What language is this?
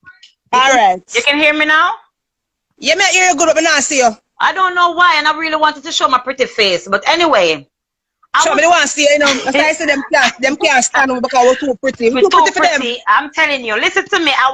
Jamaican Creole English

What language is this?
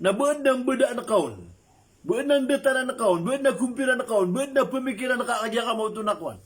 Maranao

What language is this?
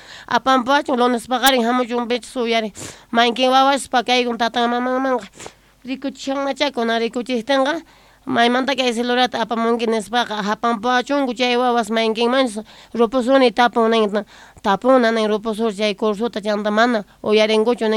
South Bolivian Quechua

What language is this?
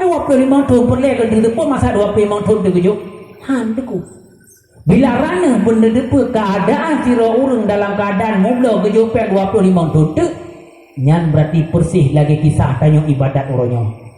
Achinese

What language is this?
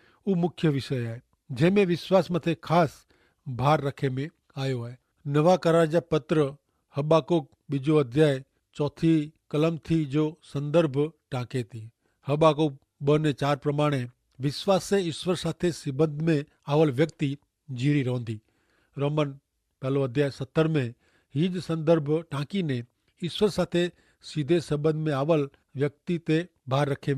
Kachhi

